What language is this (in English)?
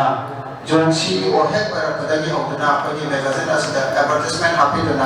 Manipuri